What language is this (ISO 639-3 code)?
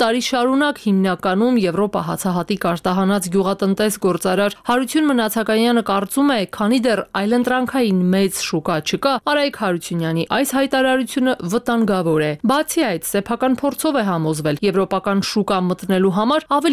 hye